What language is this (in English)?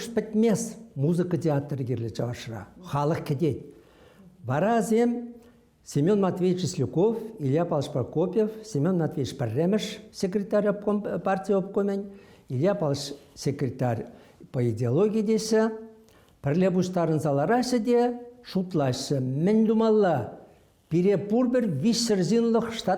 Chuvash